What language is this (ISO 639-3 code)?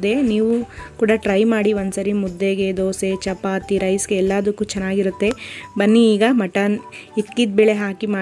kan